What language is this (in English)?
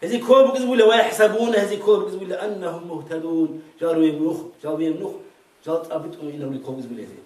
Avaric